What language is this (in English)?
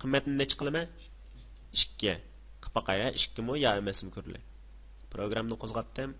Uyghur